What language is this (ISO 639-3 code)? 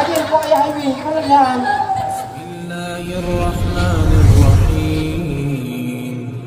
ace